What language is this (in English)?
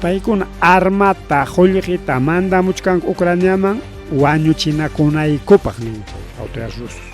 Ayacucho Quechua